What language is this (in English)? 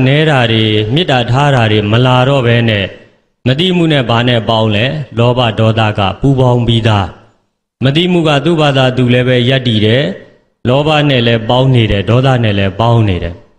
Burmese